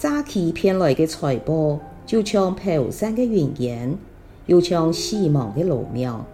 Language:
Hakka Chinese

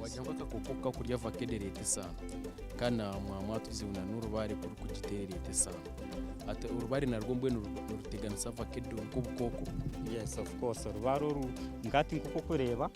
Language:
Nyankole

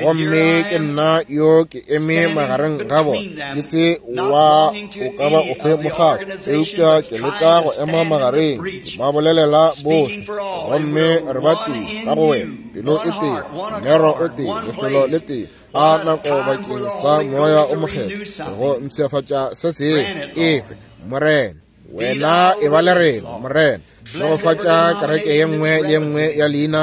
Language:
Northern Sotho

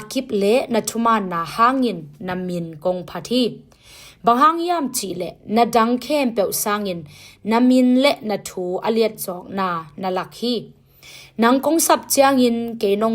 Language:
Tedim Chin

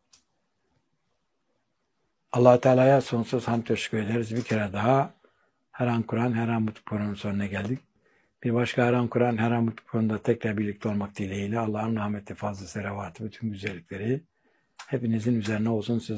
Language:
Turkish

